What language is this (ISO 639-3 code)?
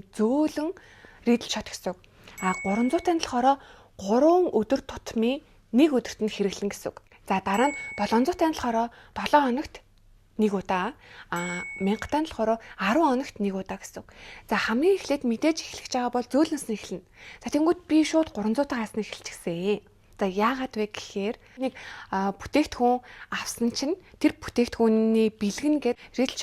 mon